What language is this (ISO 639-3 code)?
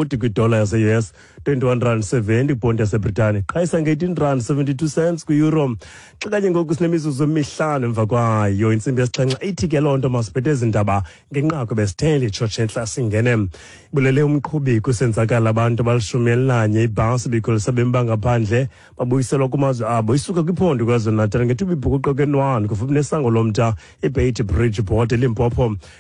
xho